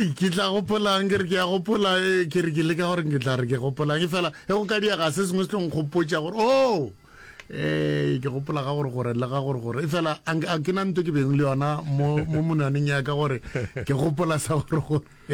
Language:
Northern Sotho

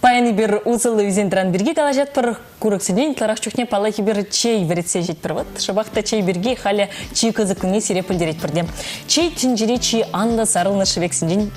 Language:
Chuvash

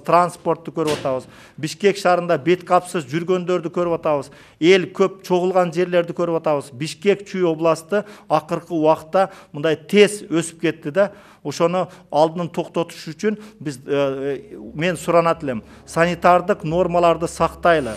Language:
Kyrgyz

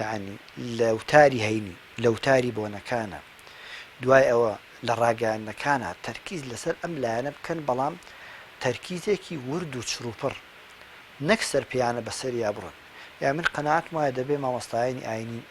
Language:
Central Kurdish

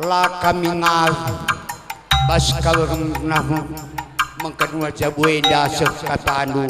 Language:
Batak Karo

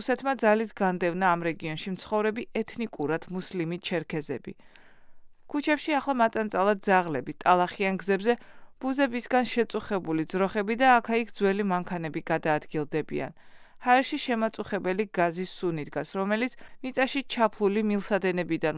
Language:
Georgian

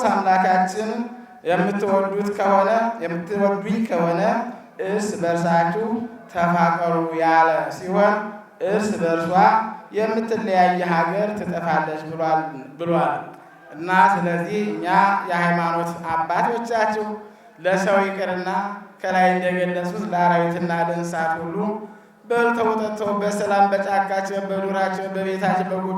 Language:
Amharic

